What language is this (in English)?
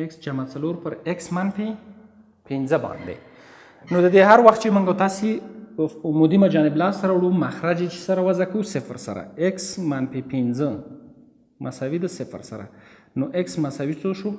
Pashto